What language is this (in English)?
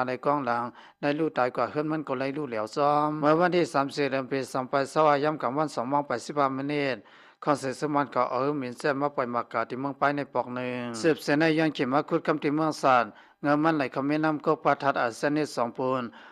Shan